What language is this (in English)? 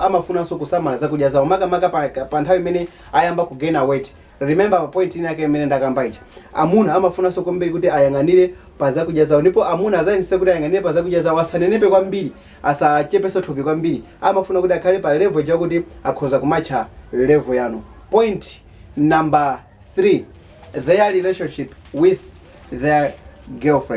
Nyanja